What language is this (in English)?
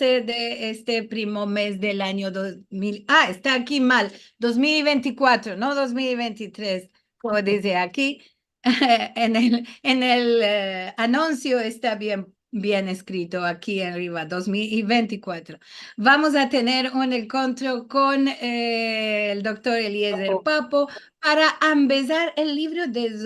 Ladino